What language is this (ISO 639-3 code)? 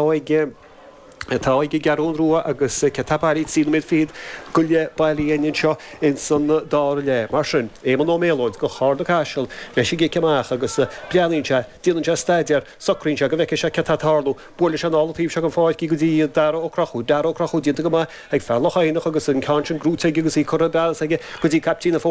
gle